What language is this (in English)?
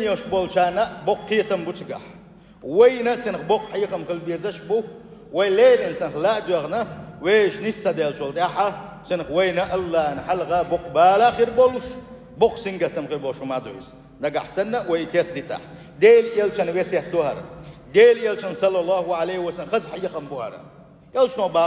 Chechen